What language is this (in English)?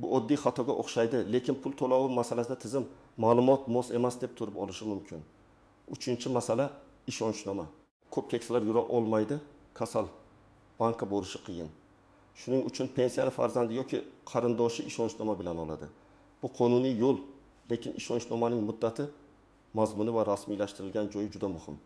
Uzbek